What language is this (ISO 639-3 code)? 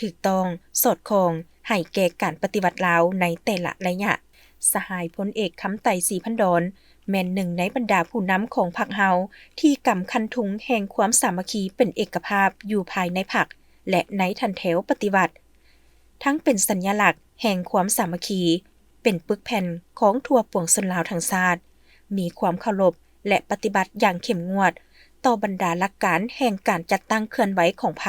lao